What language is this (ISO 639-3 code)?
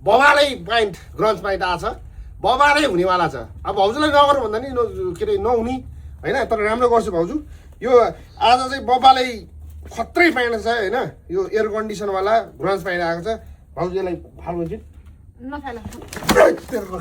nep